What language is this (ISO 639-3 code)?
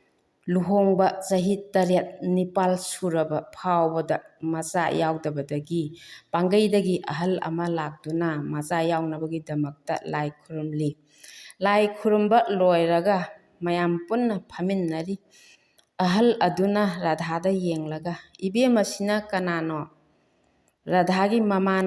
mni